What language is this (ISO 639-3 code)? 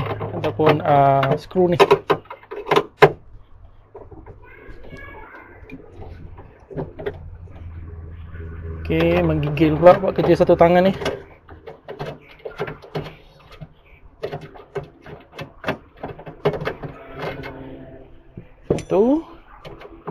msa